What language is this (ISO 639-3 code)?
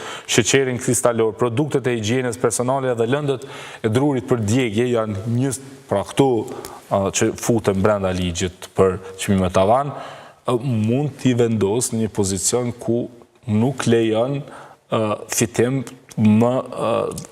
sqi